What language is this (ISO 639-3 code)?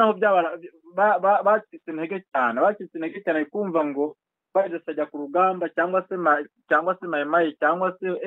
kin